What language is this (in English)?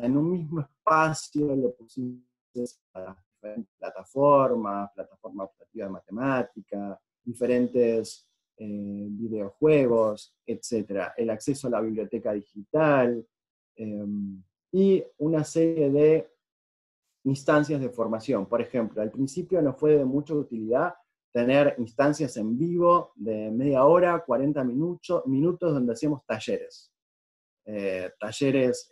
Spanish